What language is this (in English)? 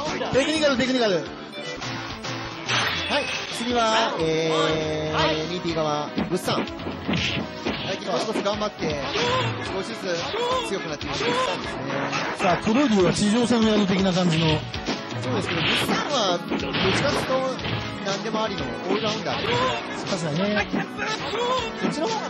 Japanese